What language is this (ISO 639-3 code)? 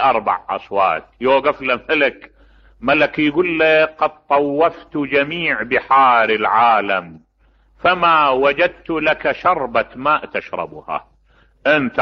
acm